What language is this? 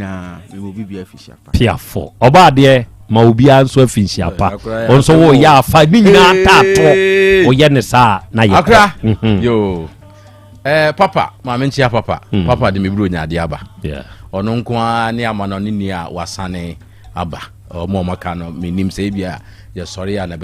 Akan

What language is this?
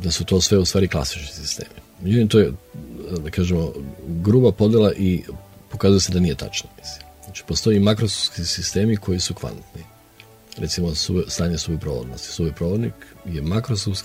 Serbian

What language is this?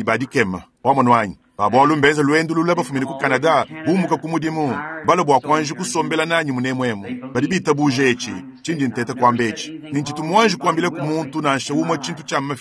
Luba-Lulua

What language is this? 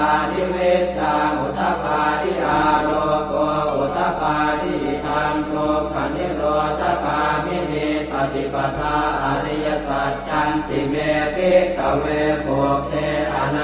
Pali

